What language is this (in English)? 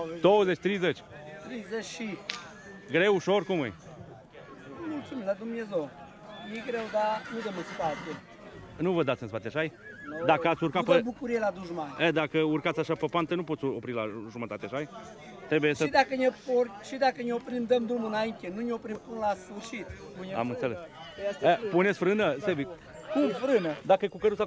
Romanian